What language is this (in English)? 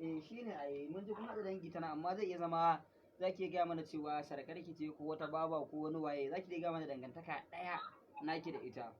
Hausa